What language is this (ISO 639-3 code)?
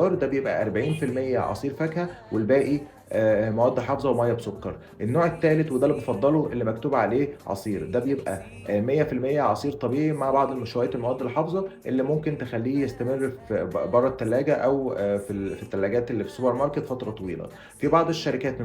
arz